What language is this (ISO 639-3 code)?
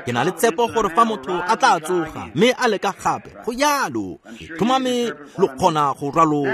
tsn